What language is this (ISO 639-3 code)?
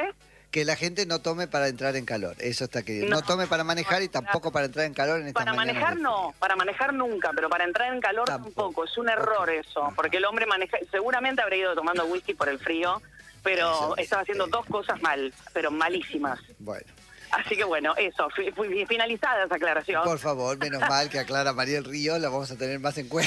spa